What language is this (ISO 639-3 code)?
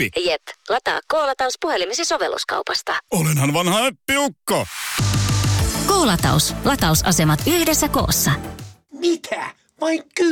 fin